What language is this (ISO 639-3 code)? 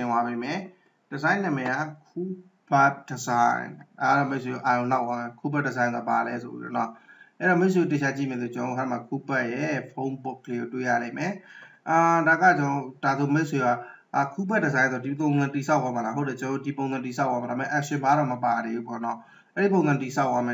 mya